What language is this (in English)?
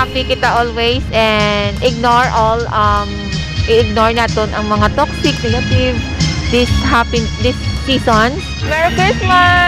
Hiligaynon